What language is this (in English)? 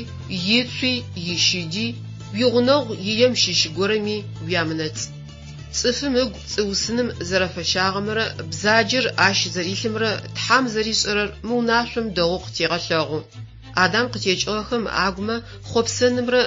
Adyghe